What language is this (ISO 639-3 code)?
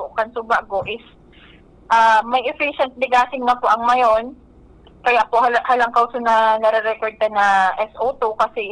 bik